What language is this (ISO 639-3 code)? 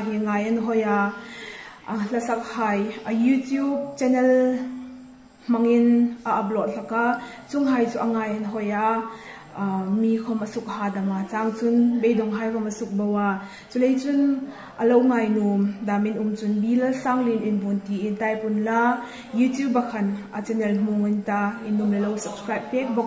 hmr